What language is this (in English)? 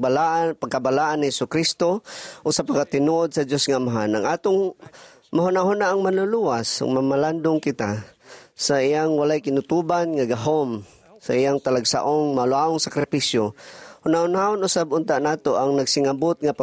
Cebuano